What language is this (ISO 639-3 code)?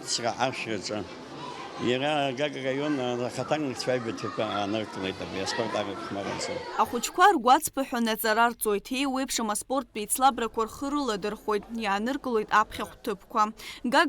abk